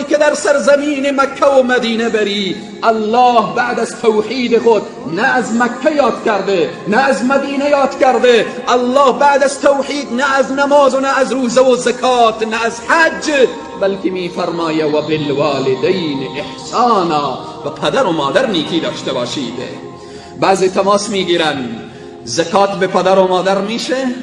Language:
Persian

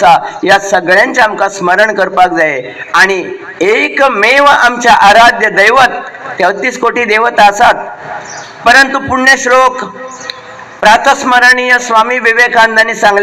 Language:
Konkani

